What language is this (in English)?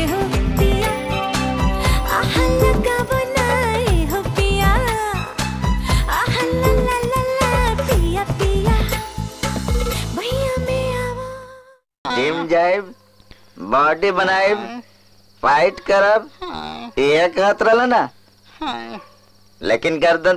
Bhojpuri